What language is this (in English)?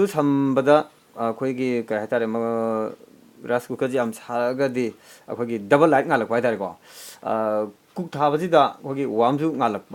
Manipuri